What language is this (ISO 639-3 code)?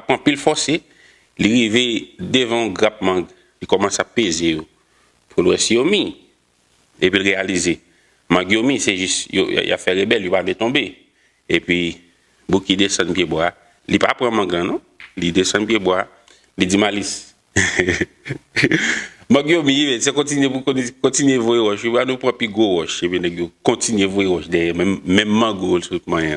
hat